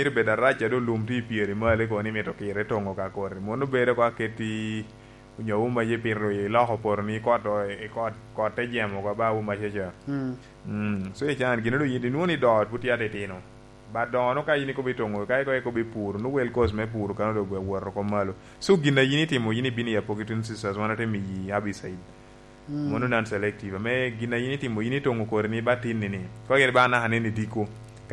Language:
Lango (Uganda)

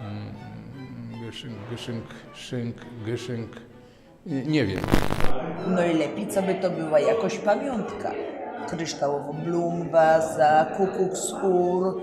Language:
Silesian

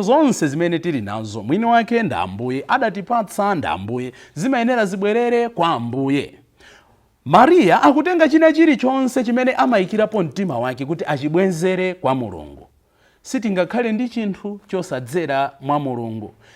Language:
Nyanja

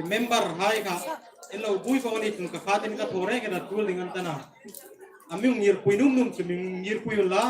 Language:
Hmar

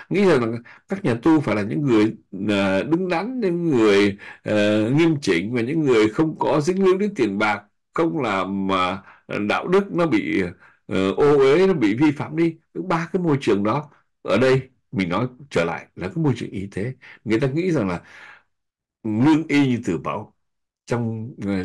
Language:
Vietnamese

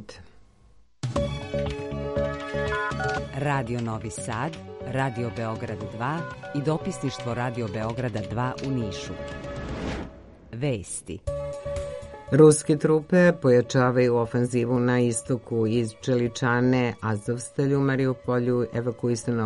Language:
Serbian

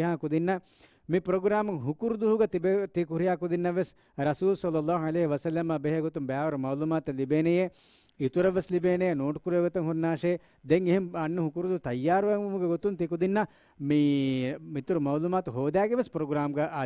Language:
Divehi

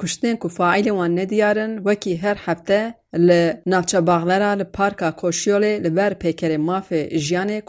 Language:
Kurdish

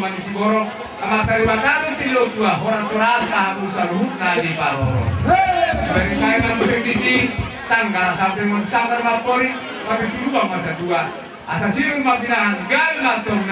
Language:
Batak Toba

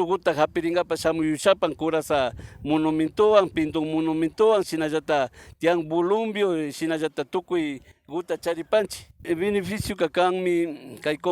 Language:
Imbabura Highland Quichua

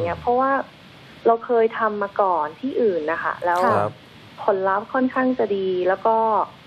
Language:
Thai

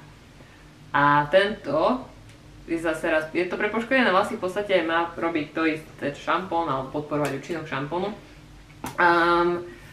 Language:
Slovak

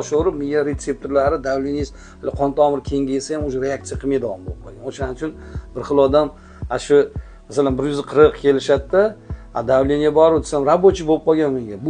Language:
Uzbek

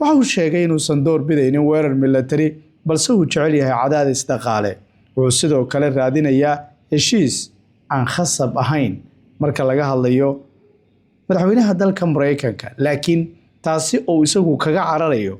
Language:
Somali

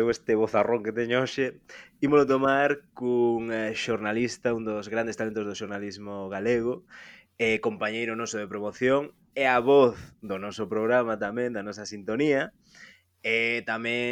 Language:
Galician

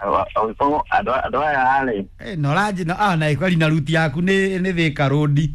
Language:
Kikuyu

